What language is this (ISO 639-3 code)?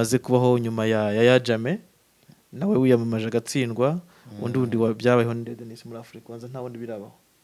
kin